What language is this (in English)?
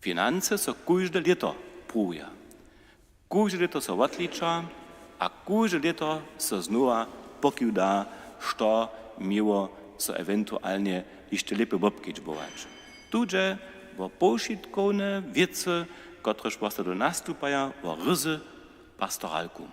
Upper Sorbian